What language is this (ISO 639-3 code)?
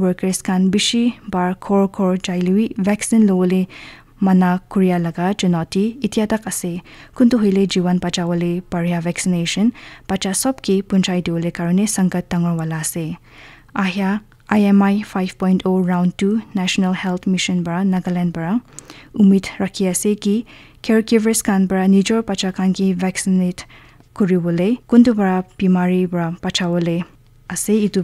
nag